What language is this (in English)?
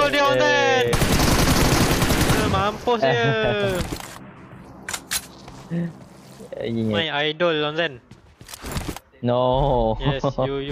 Malay